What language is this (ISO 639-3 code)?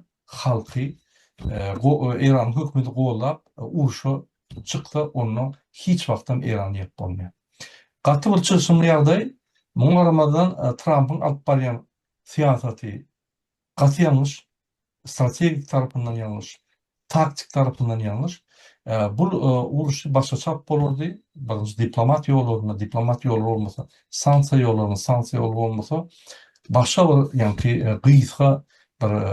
tuk